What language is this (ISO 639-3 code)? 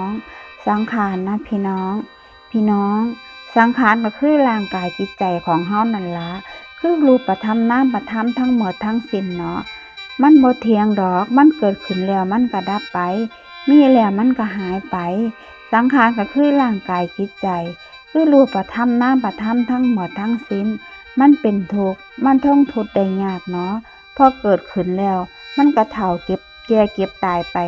tts